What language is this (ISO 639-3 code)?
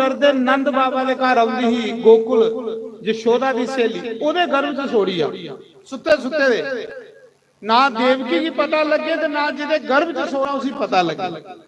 doi